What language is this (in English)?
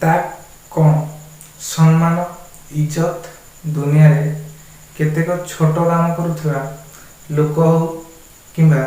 Odia